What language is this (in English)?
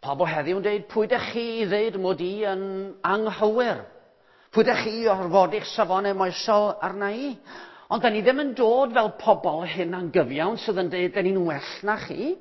Welsh